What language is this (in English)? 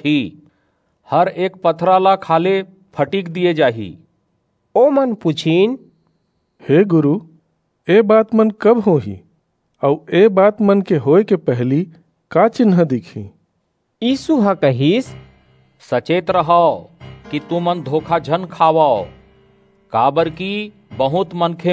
Chhattisgarhi